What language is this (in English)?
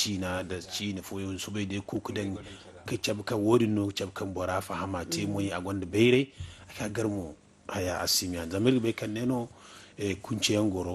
Zarma